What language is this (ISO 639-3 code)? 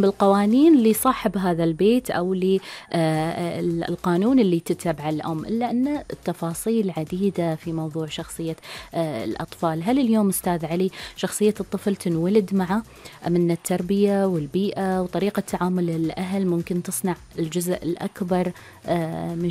afb